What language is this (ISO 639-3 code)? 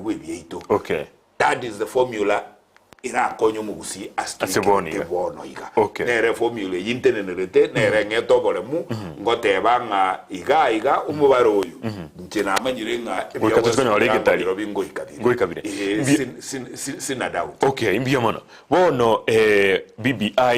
guz